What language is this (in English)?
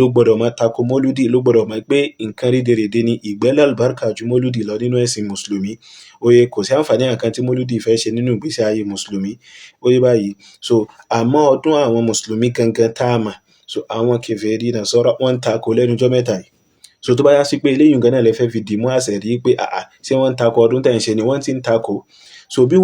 Yoruba